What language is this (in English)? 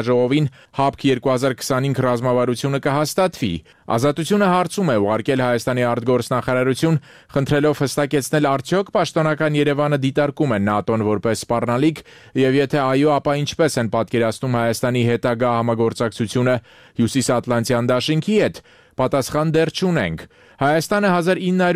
Armenian